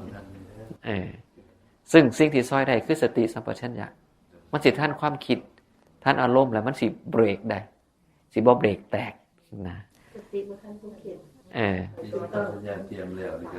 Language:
Northeastern Thai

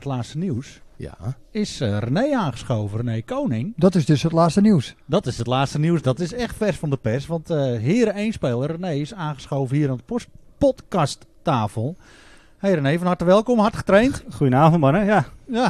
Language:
Dutch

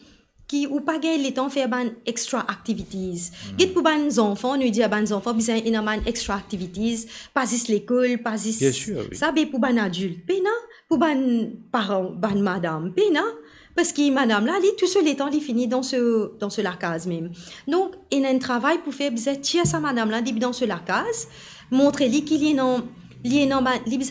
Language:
Morisyen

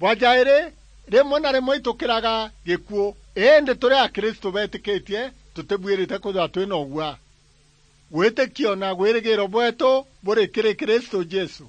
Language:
Meru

